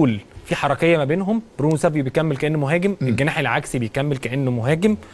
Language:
Egyptian Arabic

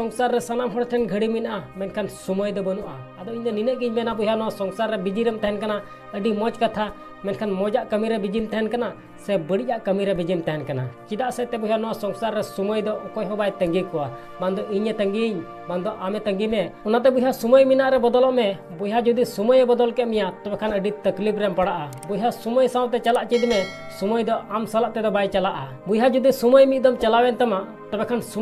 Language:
Santali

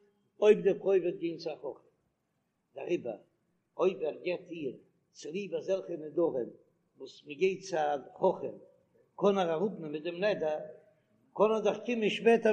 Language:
Yiddish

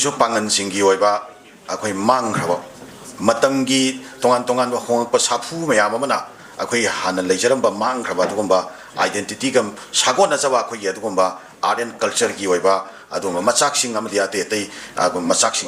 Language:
Manipuri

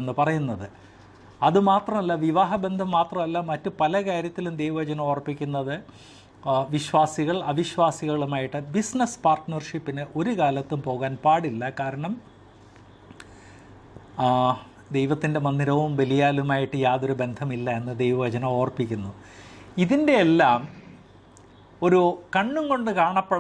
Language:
Malayalam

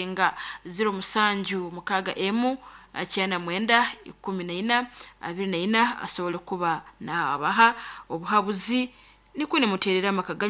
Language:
Nyankole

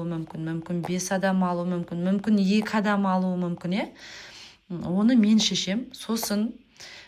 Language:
Kazakh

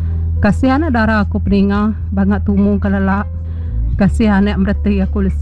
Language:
Iban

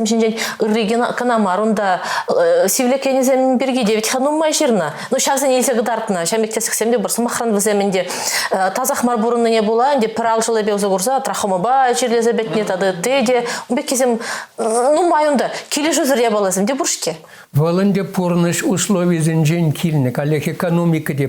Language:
Chuvash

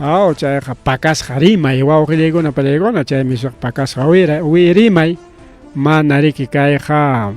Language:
Ayacucho Quechua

